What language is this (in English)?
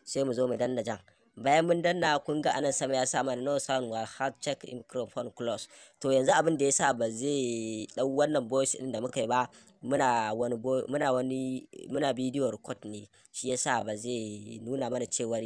Hausa